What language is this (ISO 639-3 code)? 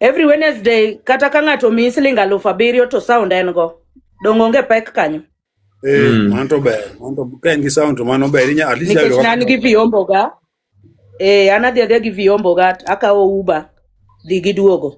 luo